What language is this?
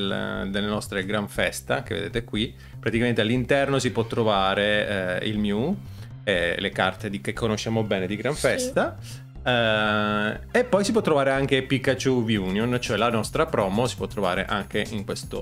Italian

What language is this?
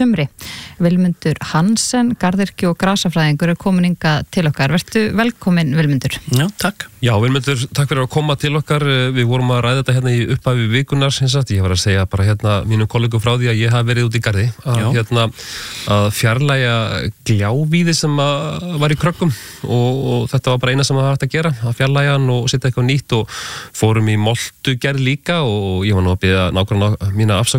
Icelandic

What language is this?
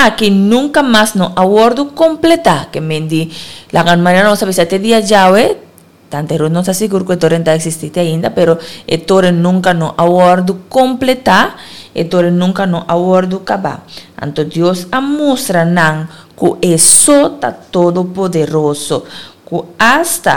Papiamento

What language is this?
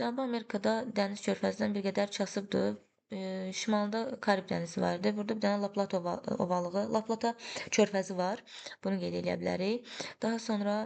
Azerbaijani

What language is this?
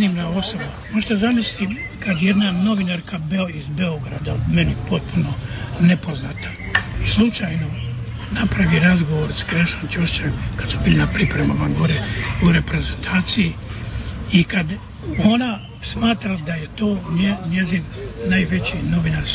Croatian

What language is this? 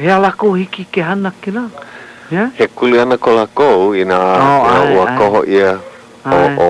Hawaiian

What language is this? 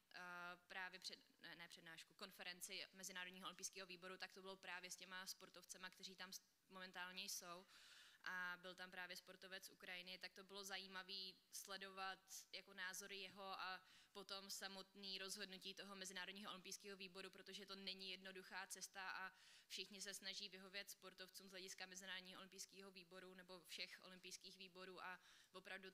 Czech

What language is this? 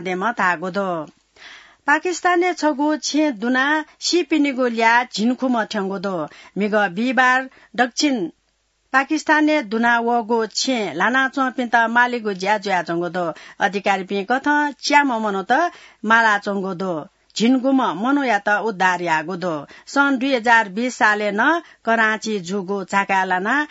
Newari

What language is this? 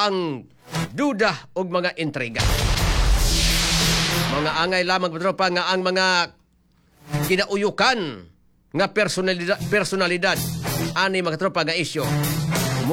Cebuano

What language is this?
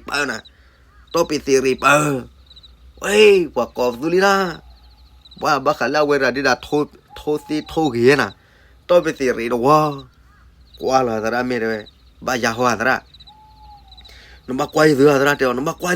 S'gaw Karen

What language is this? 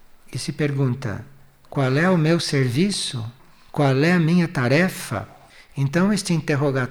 Portuguese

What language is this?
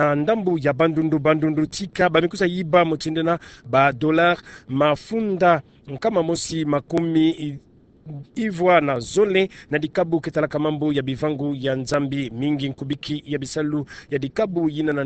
Kituba (Democratic Republic of Congo)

